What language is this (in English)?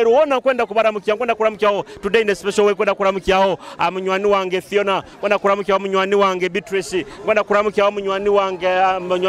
Nyoro